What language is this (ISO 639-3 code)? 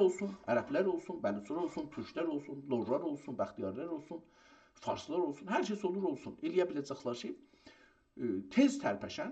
azb